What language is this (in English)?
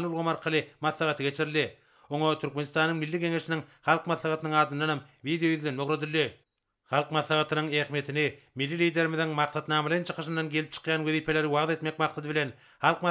Turkmen